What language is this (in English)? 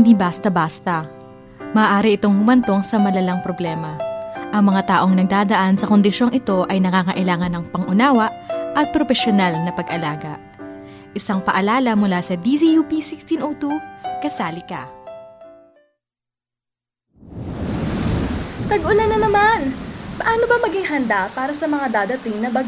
Filipino